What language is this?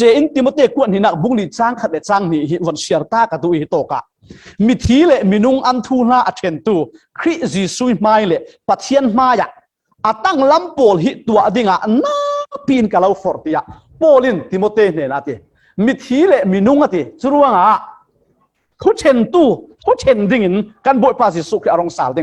Falam Chin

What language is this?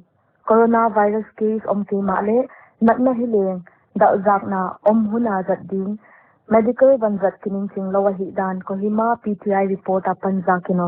Paite Chin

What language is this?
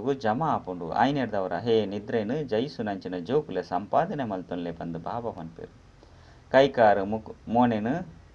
Tulu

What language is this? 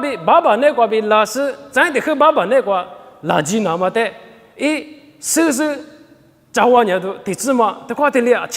Lisu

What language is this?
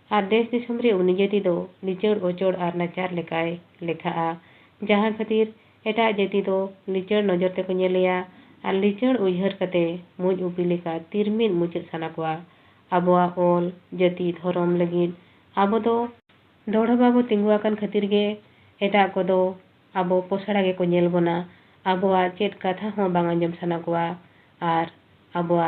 Santali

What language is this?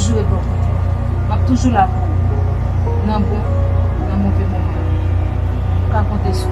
Haitian Creole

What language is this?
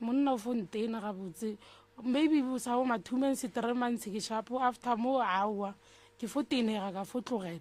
Northern Sotho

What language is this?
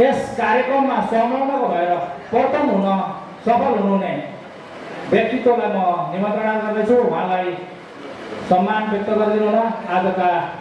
Nepali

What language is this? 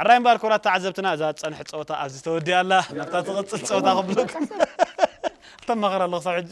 Tigrinya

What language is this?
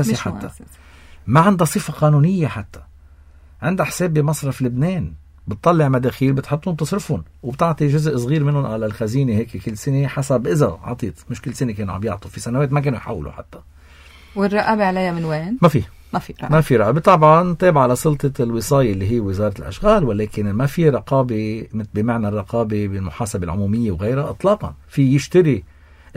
North Levantine Arabic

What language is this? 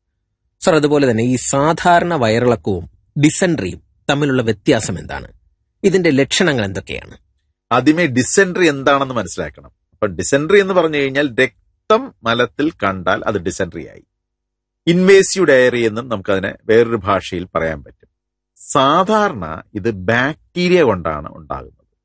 Malayalam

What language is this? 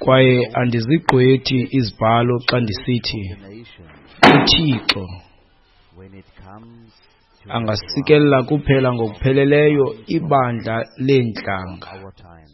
Xhosa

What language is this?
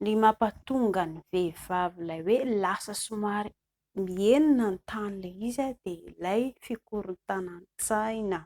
Malagasy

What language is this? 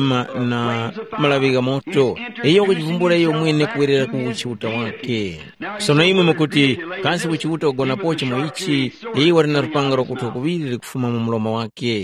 Tumbuka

